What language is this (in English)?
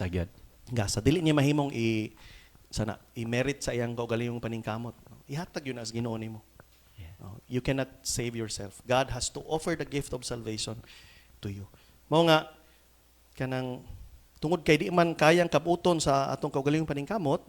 Cebuano